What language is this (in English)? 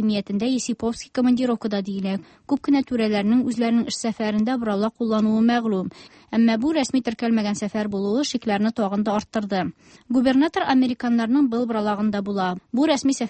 Tatar